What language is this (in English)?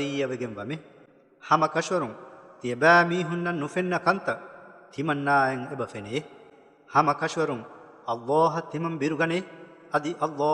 Divehi